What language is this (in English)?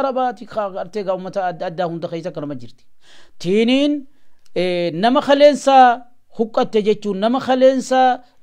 Oromo